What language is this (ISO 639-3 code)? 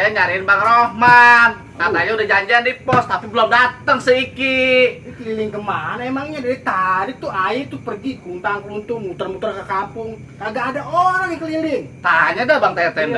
bew